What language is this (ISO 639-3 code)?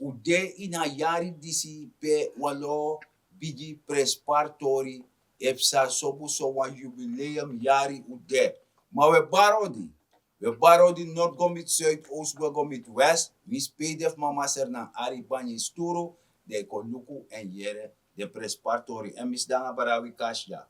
srn